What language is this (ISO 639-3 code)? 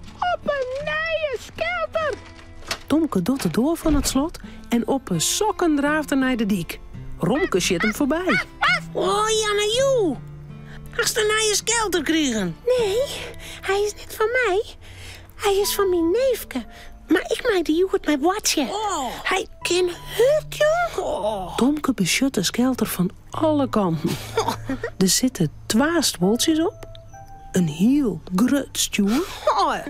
fry